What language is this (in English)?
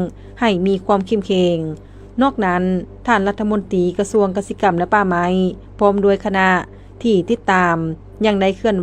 Lao